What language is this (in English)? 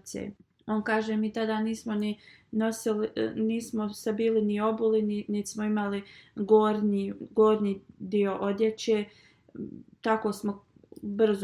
Bosnian